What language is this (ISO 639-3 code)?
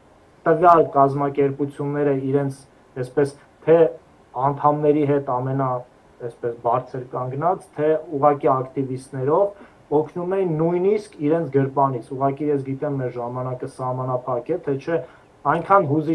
hye